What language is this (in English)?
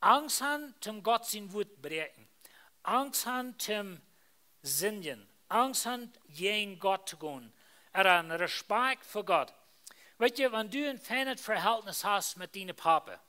Plautdietsch